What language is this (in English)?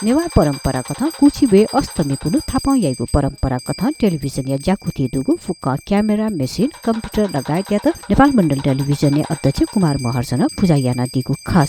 Newari